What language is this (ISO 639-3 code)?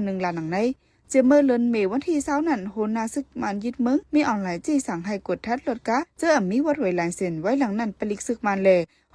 shn